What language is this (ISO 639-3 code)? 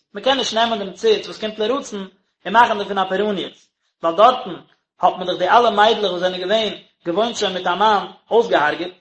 yid